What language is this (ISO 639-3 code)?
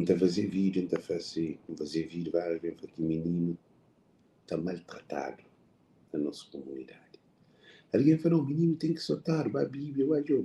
kea